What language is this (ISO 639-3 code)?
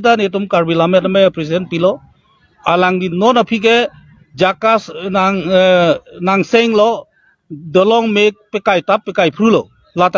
mjw